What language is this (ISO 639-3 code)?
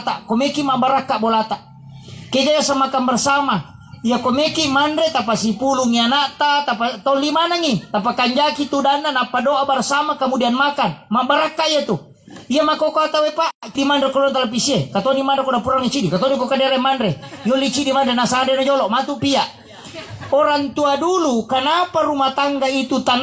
bug